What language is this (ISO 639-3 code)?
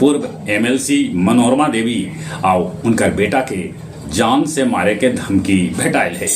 mag